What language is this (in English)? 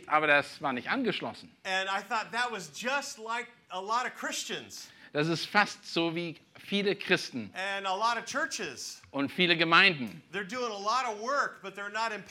German